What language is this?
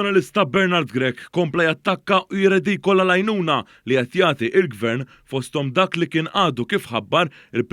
Maltese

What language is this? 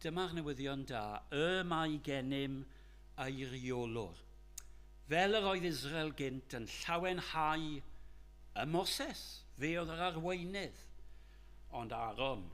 Welsh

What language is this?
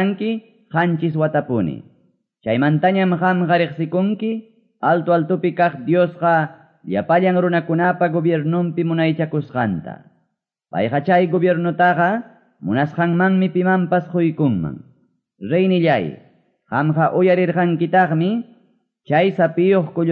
Quechua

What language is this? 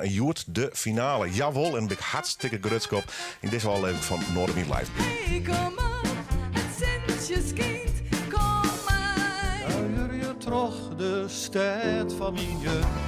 Western Frisian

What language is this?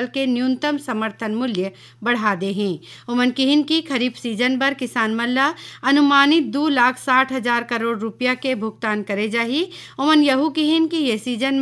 Chhattisgarhi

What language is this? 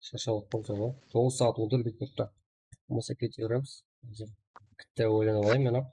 Kara-Kalpak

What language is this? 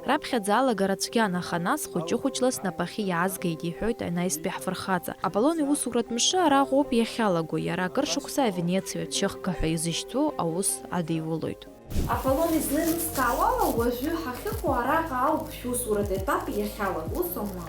Abkhazian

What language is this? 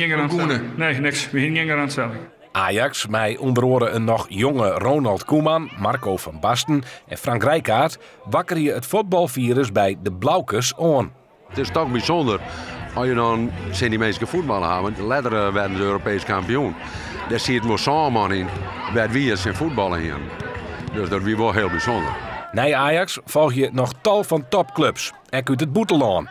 Western Frisian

